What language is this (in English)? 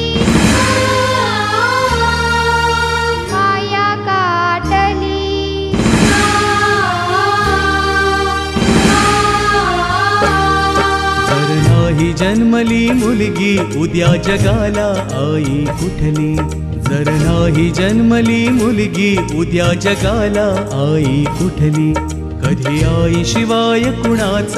Marathi